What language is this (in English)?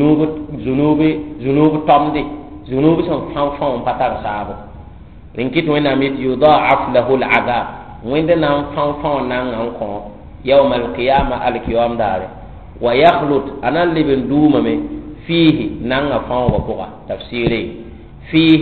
Mossi